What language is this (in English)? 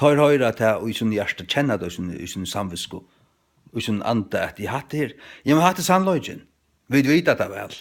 Faroese